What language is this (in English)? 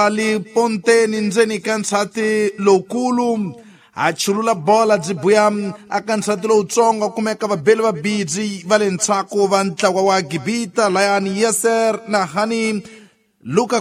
Tsonga